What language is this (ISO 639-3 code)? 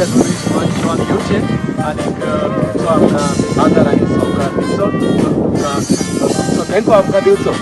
kok